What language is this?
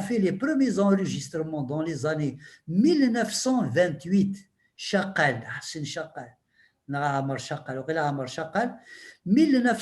Kabyle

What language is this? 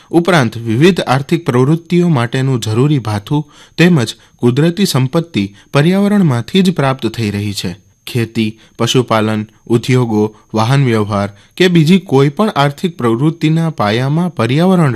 Gujarati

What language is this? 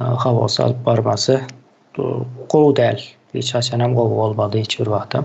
Turkmen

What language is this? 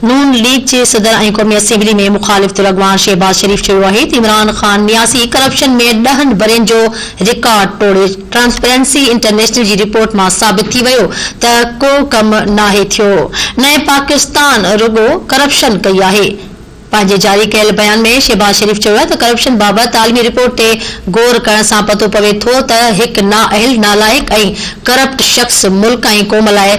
Sindhi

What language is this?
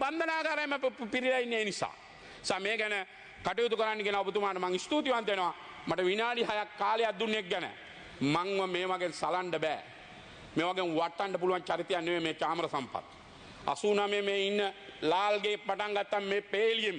Sinhala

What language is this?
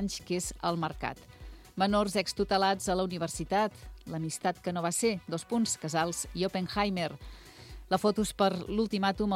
Catalan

